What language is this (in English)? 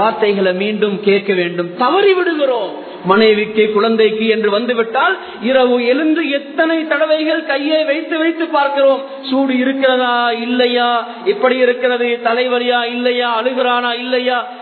Tamil